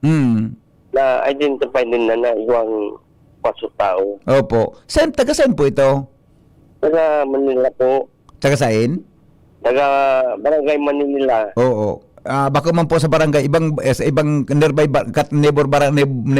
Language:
Bikol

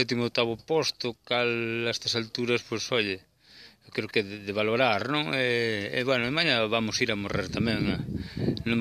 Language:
Galician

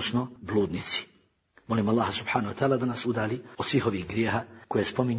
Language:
Bosnian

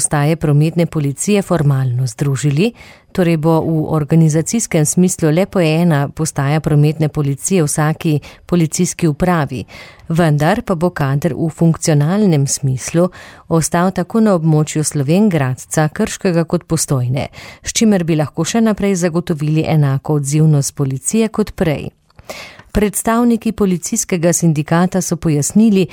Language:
Slovenian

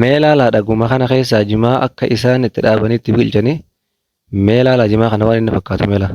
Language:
Oromo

